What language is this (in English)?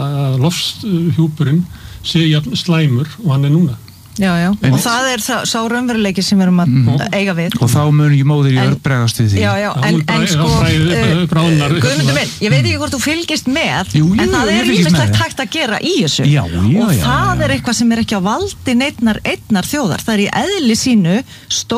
Icelandic